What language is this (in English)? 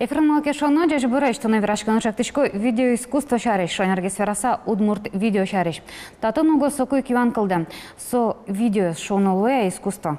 Udmurt